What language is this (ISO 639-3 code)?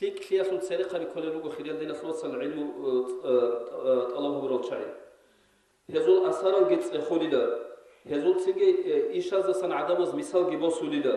ava